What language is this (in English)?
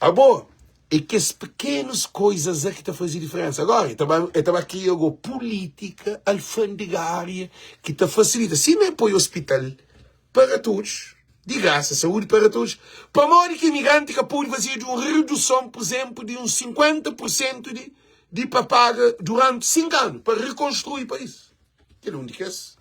Kabuverdianu